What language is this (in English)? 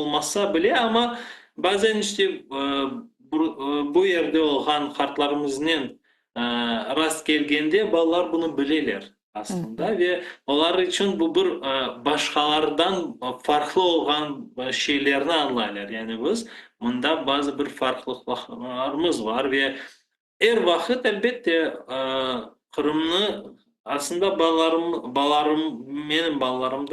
Crimean Tatar